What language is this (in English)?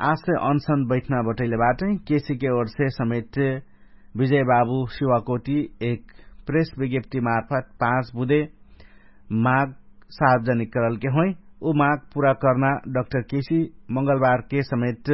Dangaura Tharu